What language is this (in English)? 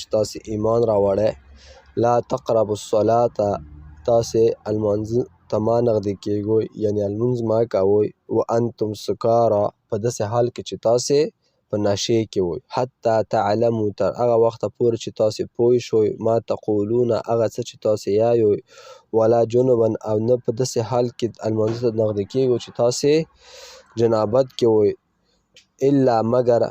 Pashto